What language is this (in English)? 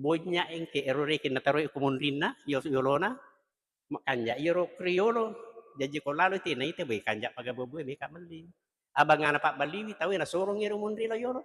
Buginese